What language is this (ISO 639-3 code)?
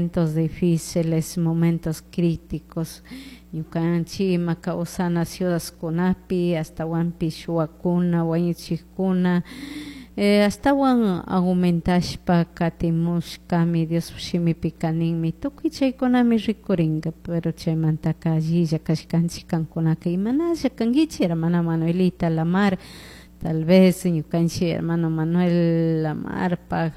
qug